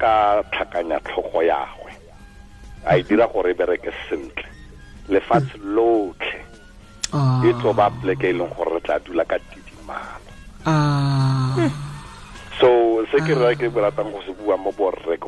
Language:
Tswana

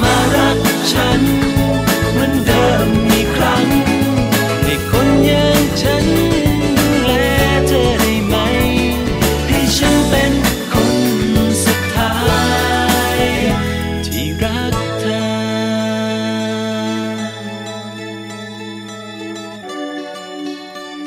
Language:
Thai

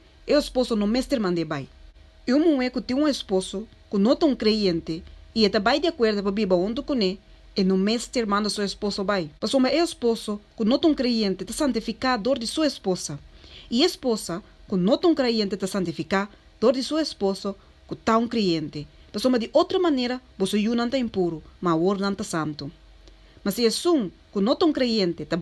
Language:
Papiamento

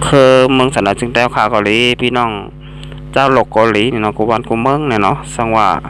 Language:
Shan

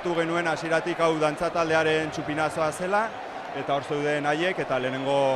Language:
Basque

